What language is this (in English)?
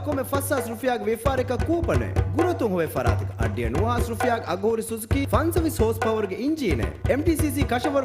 Divehi